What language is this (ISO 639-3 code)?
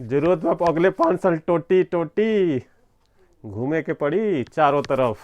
bho